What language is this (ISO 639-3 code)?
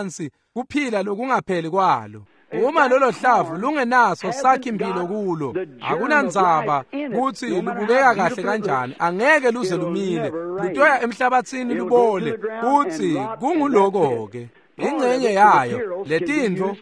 ssw